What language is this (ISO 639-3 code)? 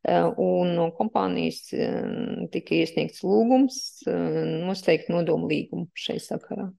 lav